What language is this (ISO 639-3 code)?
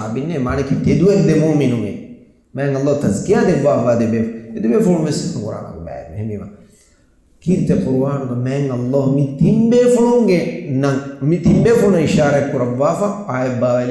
div